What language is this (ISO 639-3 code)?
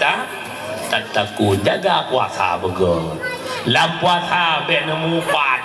ace